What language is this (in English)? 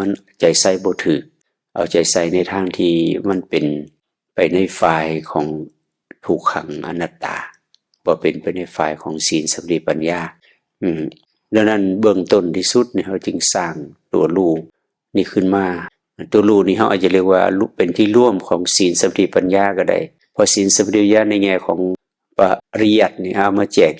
Northeastern Thai